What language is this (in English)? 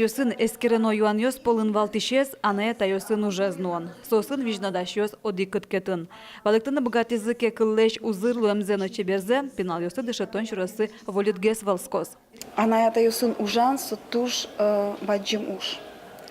Udmurt